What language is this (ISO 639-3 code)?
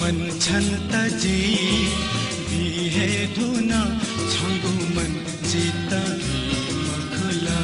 new